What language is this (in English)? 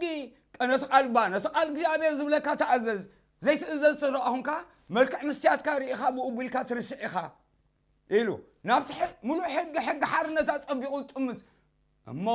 Tigrinya